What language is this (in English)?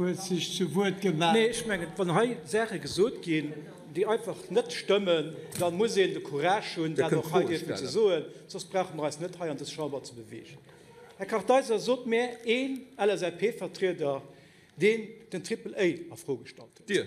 Luxembourgish